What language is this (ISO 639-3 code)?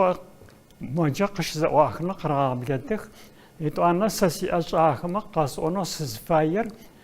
ady